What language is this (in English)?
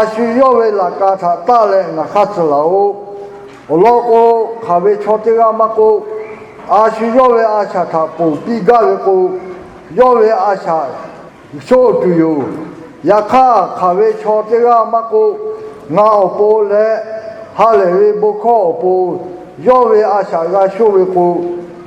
Lahu